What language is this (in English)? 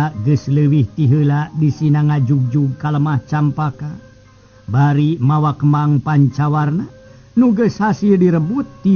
Sundanese